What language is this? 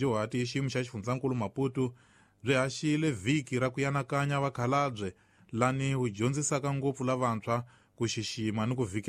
Tsonga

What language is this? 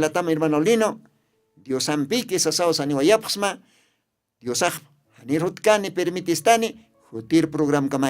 Aymara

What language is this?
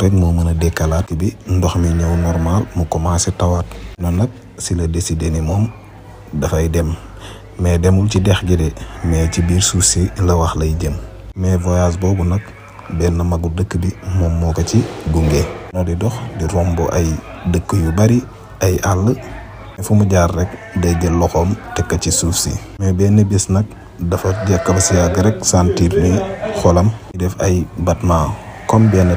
Wolof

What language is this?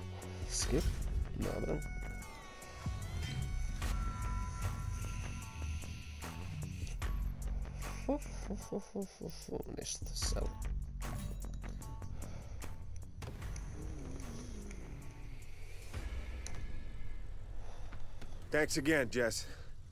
Croatian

